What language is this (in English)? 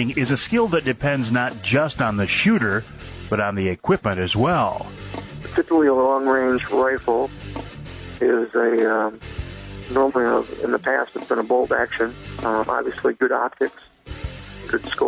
English